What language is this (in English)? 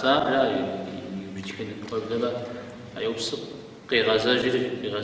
Kabardian